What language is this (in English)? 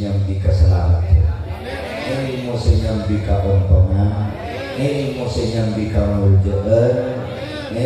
Madurese